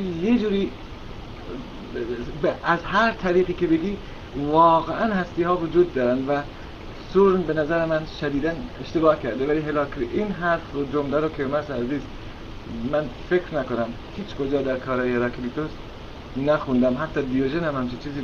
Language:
Persian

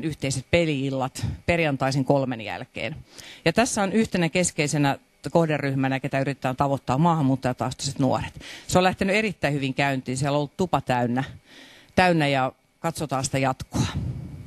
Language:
Finnish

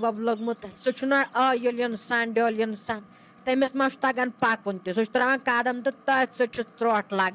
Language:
Kashmiri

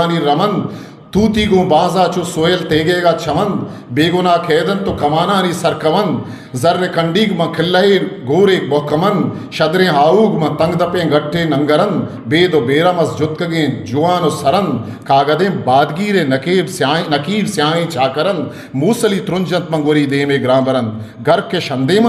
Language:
Eastern Balochi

